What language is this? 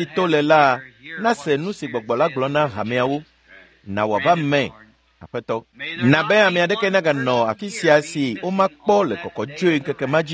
Ewe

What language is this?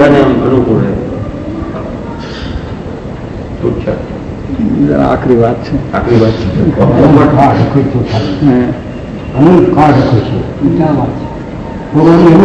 Gujarati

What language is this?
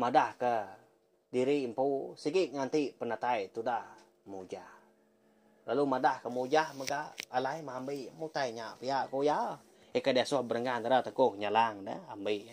Iban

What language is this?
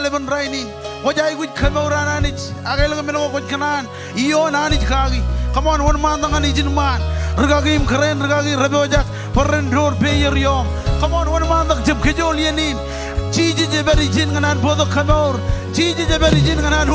Marshallese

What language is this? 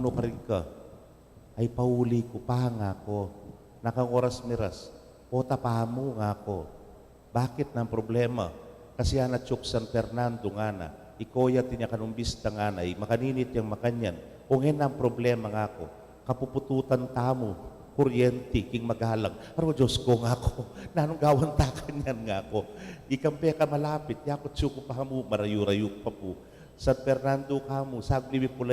Pampanga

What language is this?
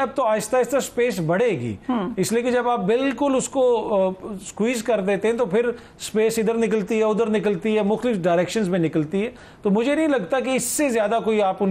Urdu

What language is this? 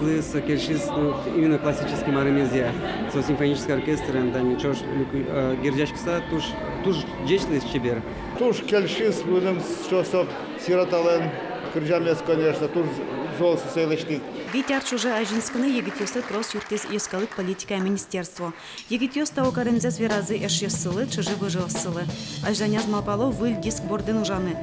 Udmurt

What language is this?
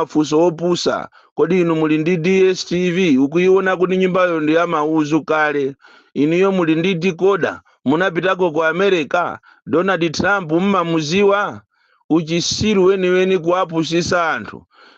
Nyanja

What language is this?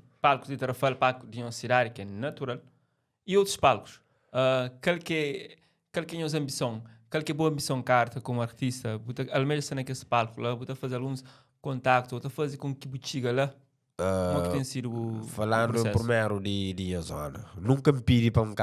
Kabuverdianu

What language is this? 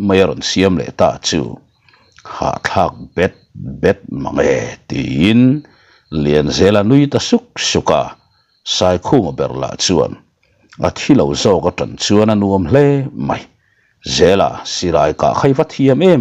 Mizo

